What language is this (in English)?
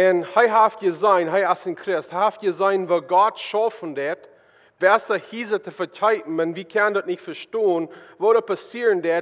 Plautdietsch